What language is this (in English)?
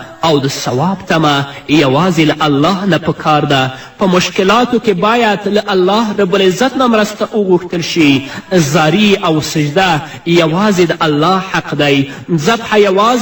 Pashto